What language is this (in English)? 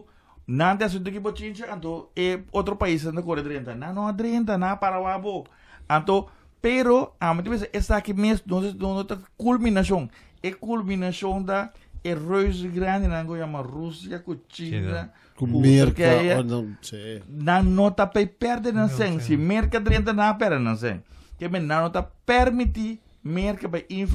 Papiamento